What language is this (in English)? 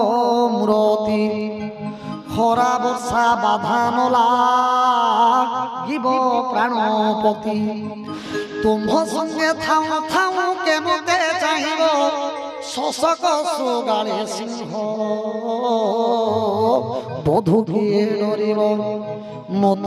Odia